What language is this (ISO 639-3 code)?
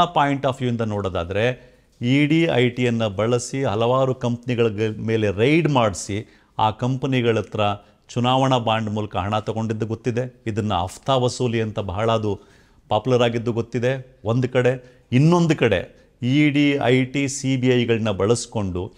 kan